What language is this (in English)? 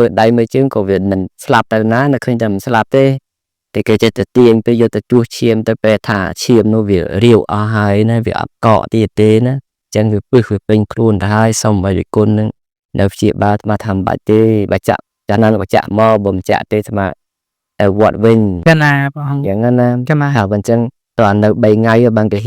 Khmer